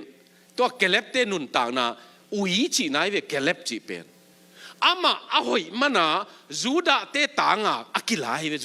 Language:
Tedim Chin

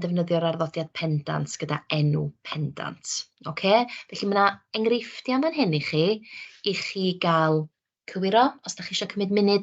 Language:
Welsh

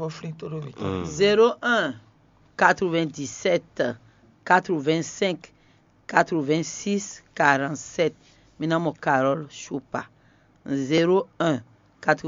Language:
Fon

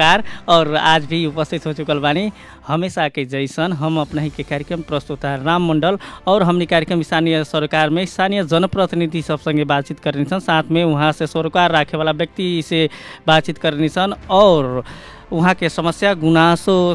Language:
Bhojpuri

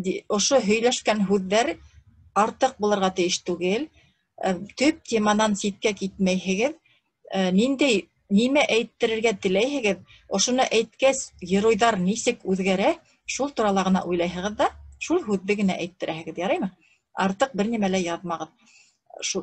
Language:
Bashkir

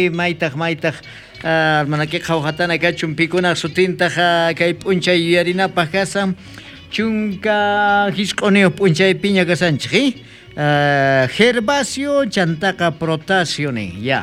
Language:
South Bolivian Quechua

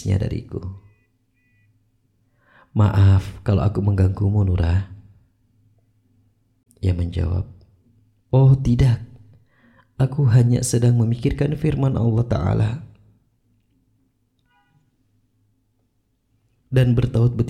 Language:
Indonesian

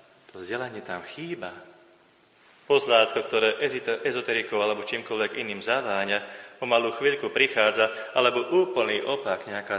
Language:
Slovak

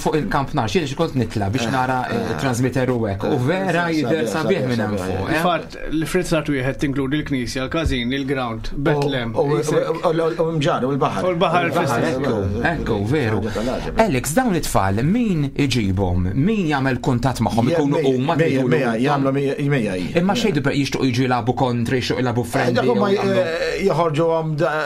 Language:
Maltese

